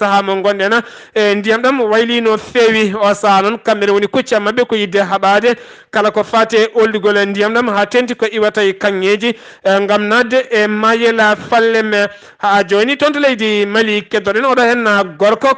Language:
Fula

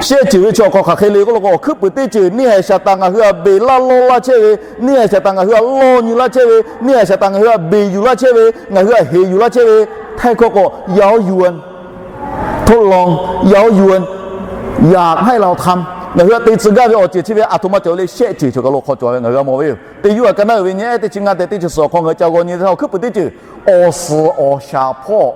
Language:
Lahu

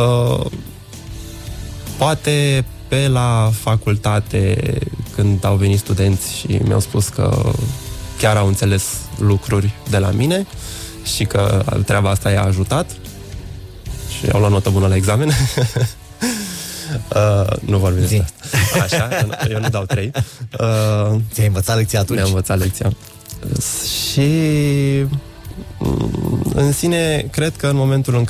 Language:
Romanian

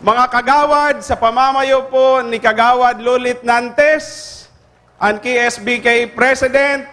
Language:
Bikol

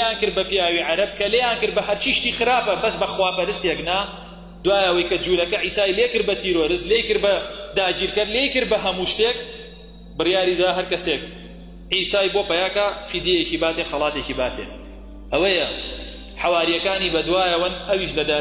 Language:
Central Kurdish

